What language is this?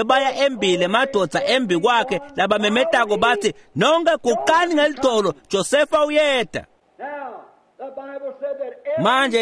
Swati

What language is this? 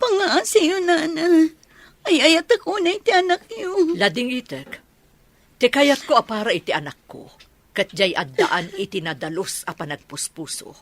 Iloko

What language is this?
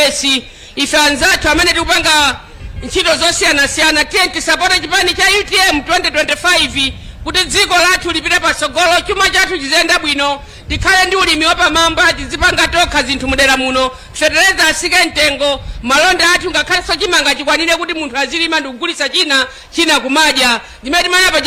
Nyanja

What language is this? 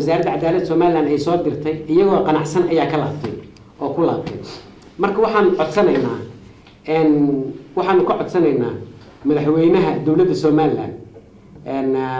Somali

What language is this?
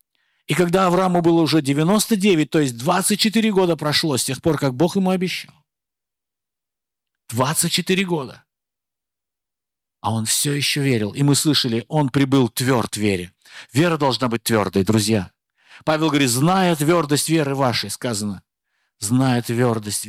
Russian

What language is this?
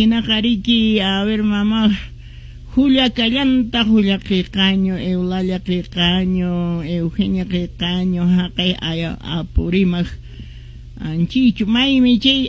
Quechua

